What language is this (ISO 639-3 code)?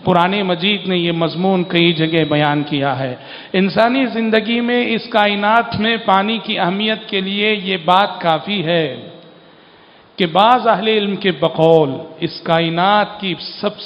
urd